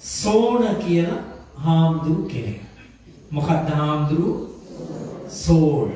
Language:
Sinhala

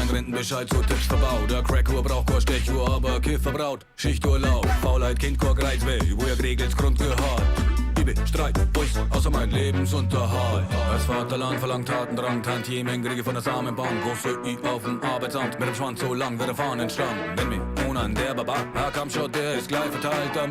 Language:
Bavarian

